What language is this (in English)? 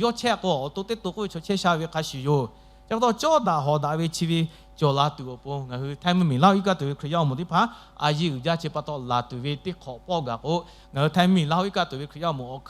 Lahu